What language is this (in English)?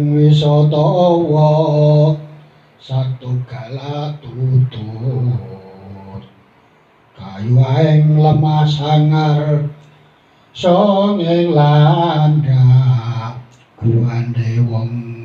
Javanese